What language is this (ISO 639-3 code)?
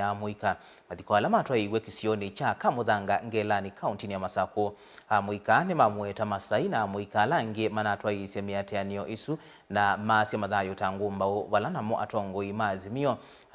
kam